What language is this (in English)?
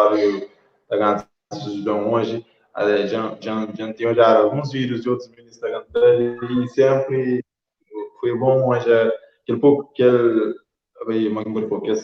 Kabuverdianu